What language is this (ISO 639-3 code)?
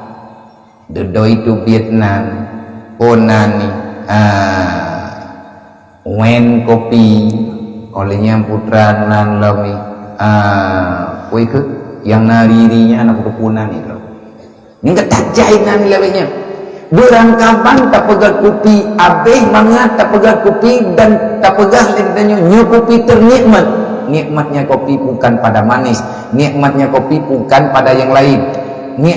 ace